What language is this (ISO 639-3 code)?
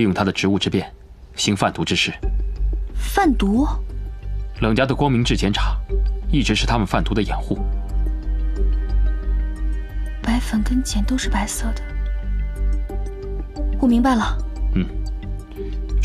zho